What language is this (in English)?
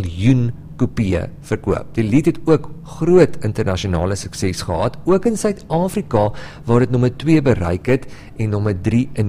Afrikaans